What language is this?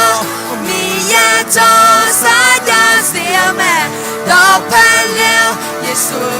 Akha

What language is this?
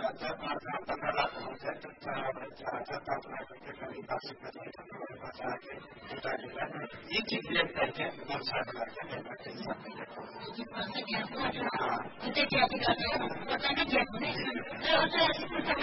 Urdu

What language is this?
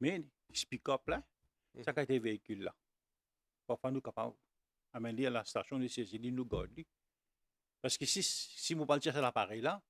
Morisyen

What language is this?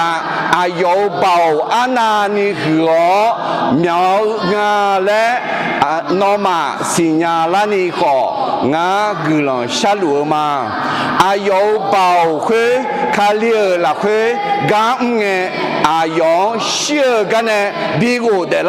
Akha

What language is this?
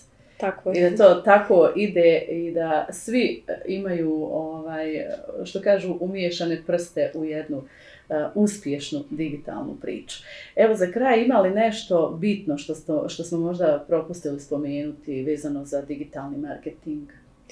Bosnian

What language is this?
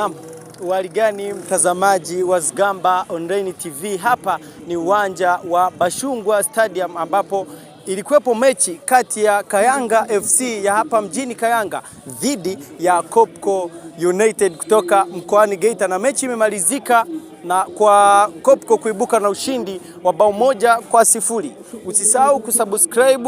Swahili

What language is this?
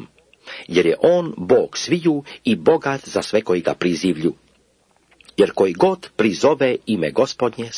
Croatian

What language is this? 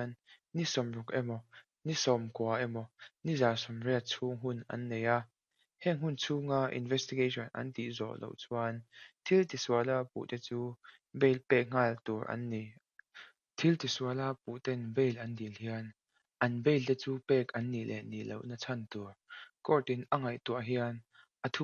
Mizo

